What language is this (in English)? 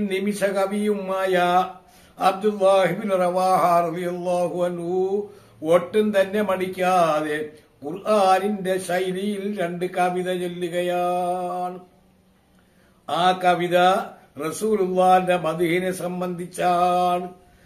Malayalam